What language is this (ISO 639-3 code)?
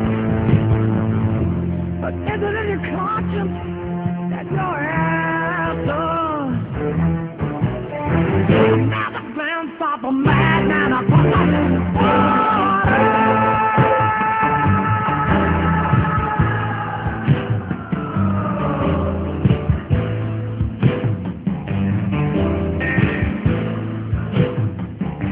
ben